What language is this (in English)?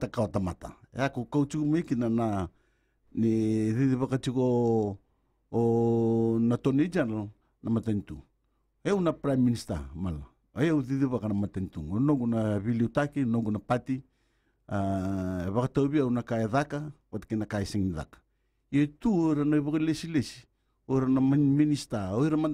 Fijian